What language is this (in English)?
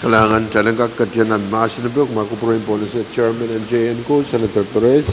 Pohnpeian